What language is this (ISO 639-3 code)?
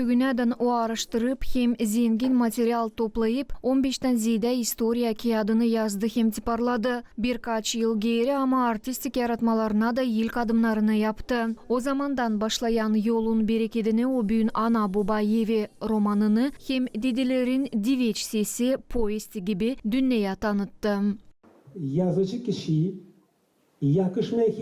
gag